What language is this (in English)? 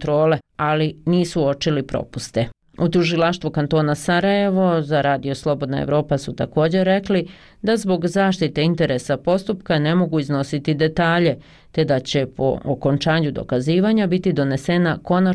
Bosnian